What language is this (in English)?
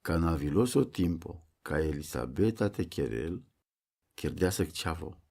Romany